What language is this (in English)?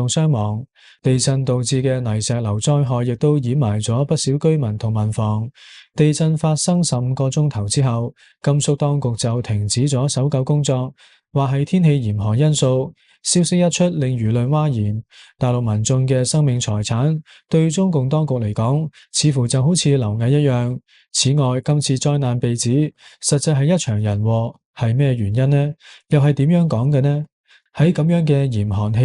Cantonese